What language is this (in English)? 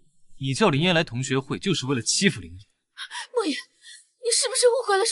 Chinese